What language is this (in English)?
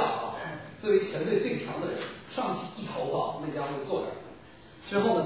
Chinese